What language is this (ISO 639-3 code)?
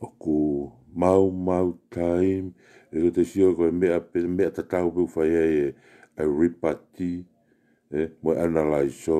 ton